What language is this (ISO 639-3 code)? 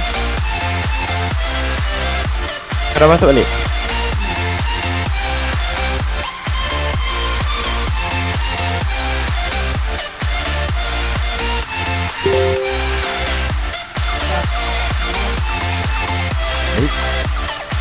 msa